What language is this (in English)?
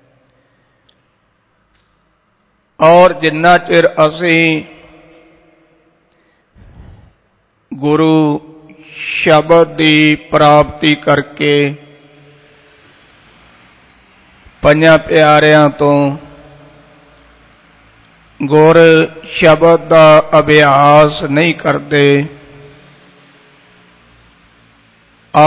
Punjabi